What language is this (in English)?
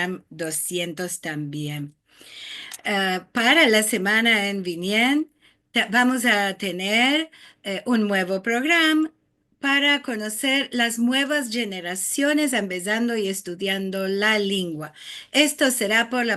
Ladino